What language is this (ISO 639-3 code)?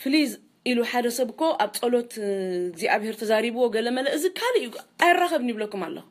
tir